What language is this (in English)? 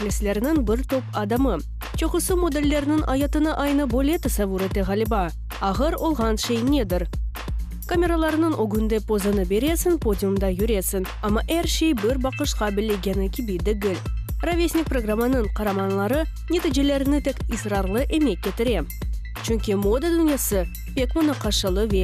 Crimean Tatar